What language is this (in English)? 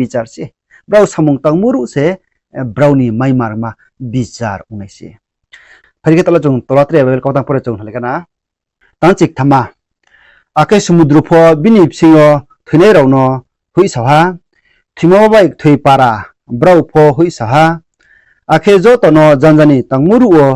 Riang (India)